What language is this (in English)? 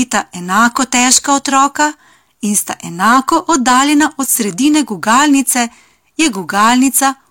Slovenian